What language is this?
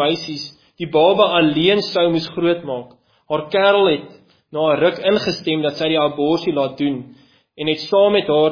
Afrikaans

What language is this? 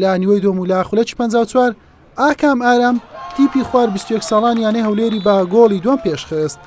Central Kurdish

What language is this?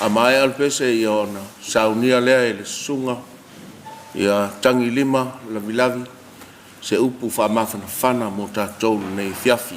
Samoan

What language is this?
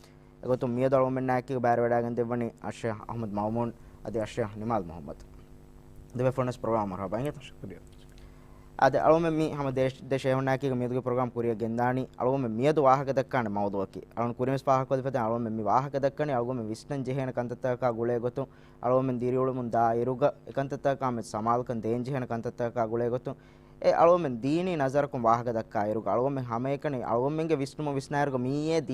Divehi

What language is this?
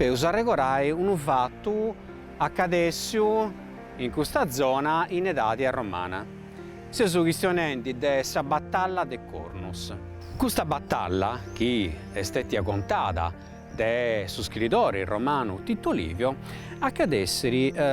Sardinian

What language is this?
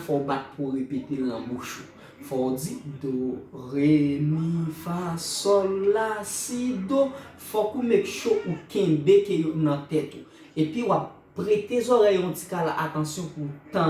Haitian Creole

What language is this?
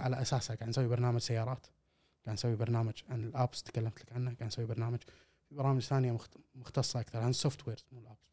Gulf Arabic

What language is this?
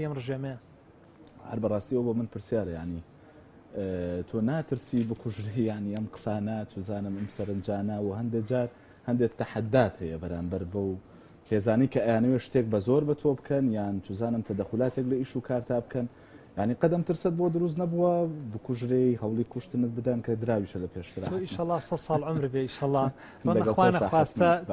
Central Kurdish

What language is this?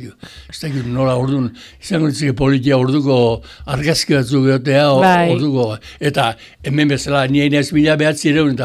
Basque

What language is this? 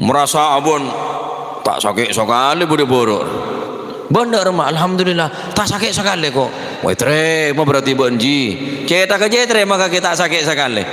Madurese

